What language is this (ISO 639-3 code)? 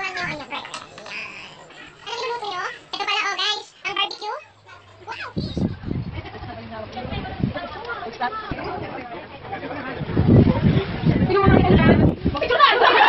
fil